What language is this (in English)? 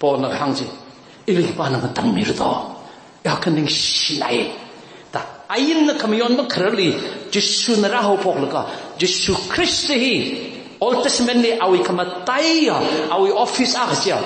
Tangkhul Naga (India)